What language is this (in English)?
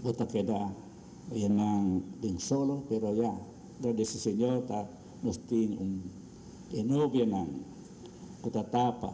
Papiamento